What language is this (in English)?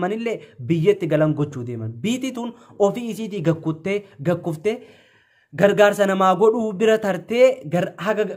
Oromo